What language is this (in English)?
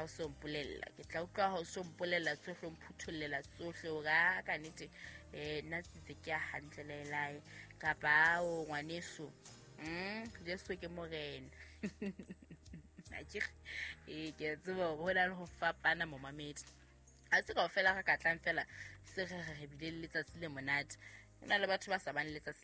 Southern Sotho